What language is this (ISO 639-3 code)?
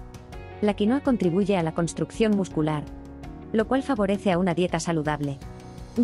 spa